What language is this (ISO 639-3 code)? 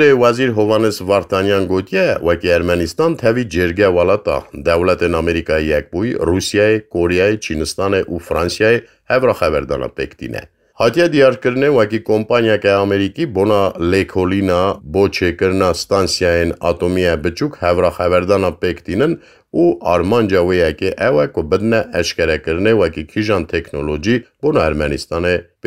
kur